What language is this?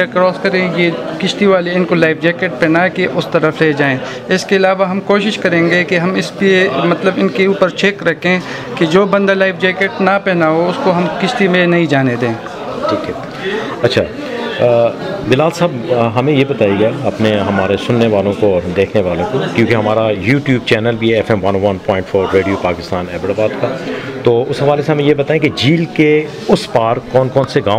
Urdu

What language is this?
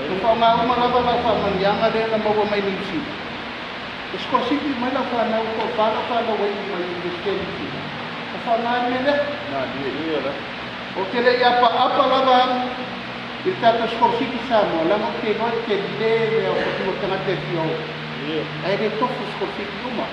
Samoan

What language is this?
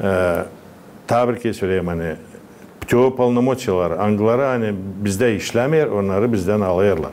Gagauz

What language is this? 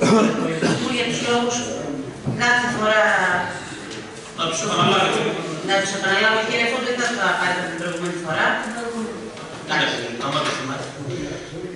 Greek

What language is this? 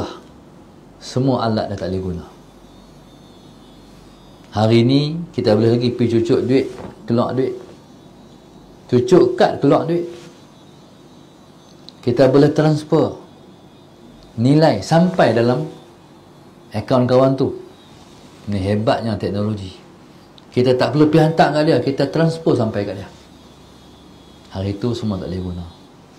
Malay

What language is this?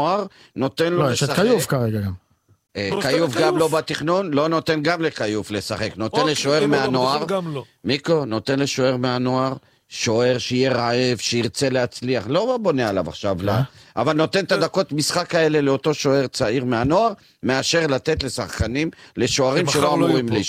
Hebrew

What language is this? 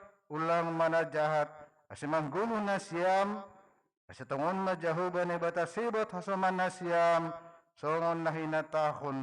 Batak Simalungun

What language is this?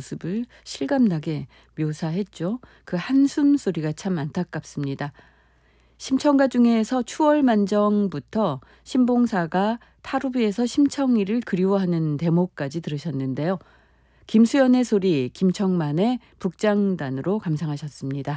Korean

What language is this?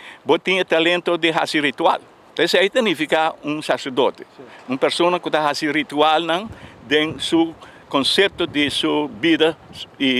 Papiamento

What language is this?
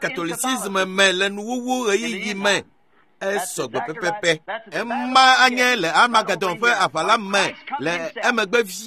Ewe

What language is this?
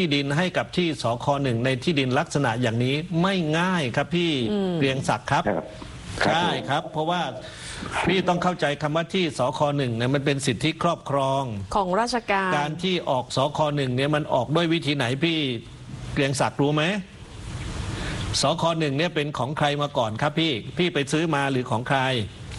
Thai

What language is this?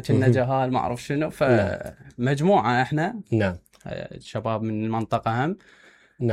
Mesopotamian Arabic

